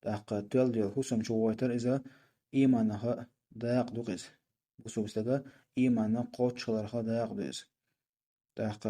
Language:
Chechen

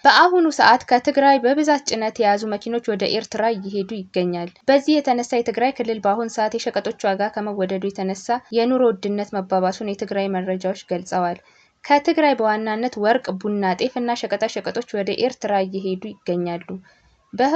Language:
Amharic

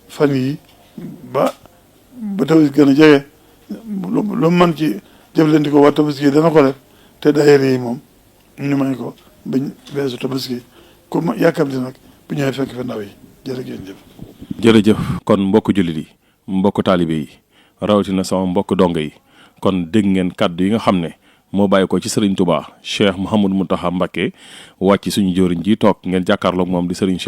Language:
Wolof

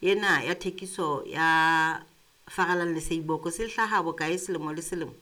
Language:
Southern Sotho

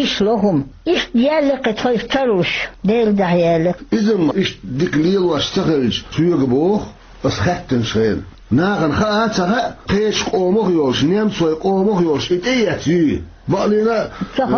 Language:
Chechen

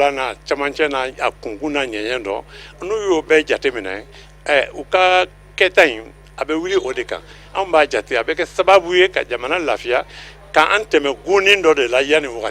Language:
Bambara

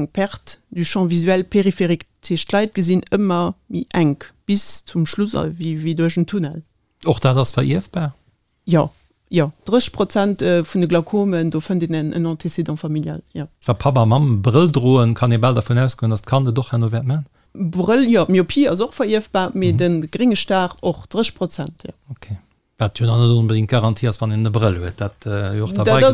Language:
Luxembourgish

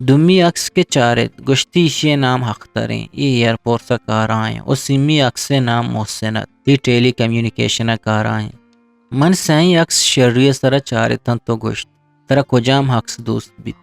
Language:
Eastern Balochi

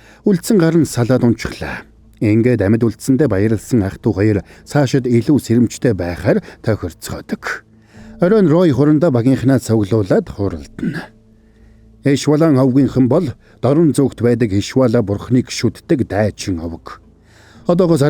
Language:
Mongolian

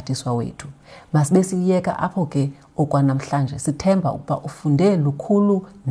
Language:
Xhosa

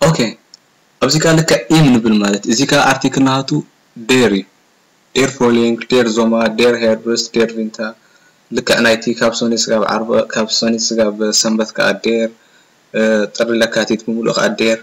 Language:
Tigrinya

